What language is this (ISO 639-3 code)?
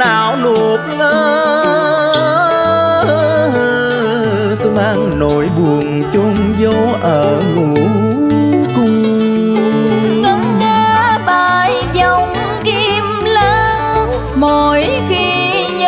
vie